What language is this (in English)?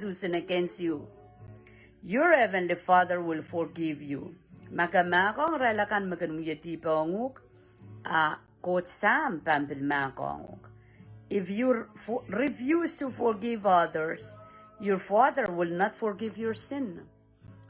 Pohnpeian